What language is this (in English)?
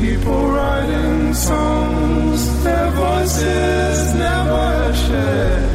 Georgian